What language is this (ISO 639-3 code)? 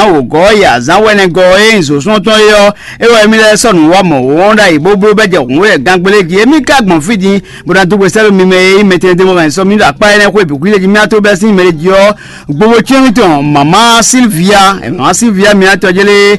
fon